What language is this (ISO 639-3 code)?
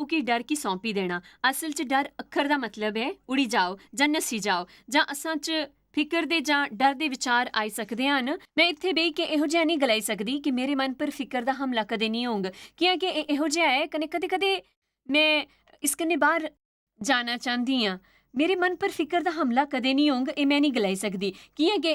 doi